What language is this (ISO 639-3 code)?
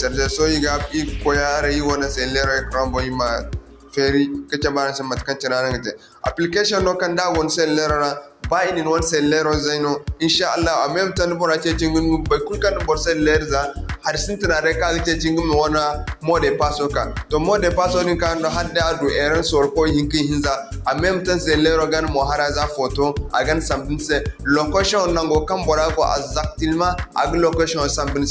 dje